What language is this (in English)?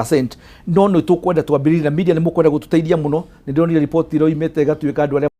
Kikuyu